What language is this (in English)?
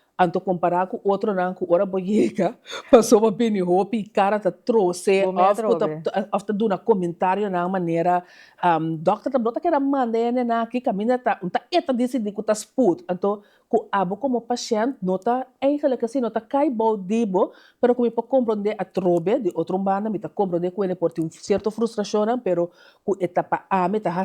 Papiamento